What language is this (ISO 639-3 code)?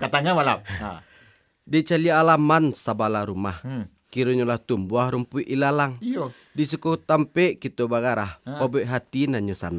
min